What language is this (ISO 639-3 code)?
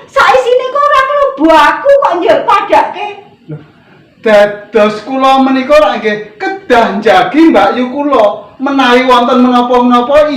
jav